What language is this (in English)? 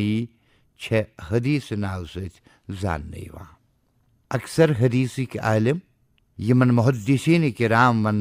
Kashmiri